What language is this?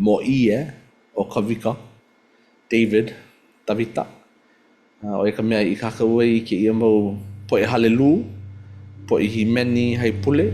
Hawaiian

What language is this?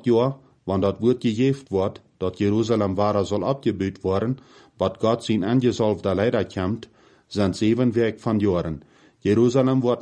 Plautdietsch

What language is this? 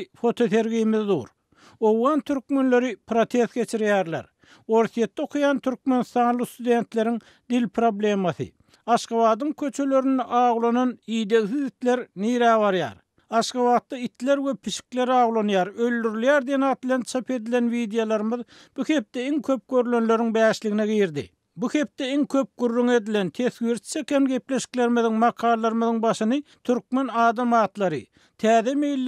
Turkmen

